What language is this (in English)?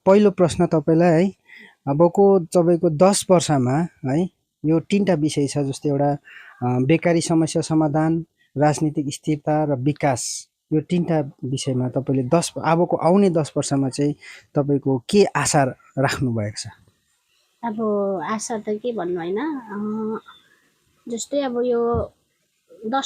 Nepali